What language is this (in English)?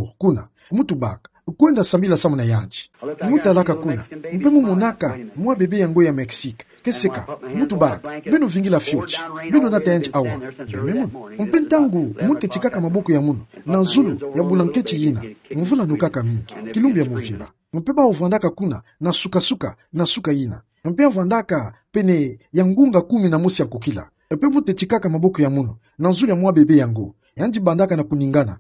Kituba (Democratic Republic of Congo)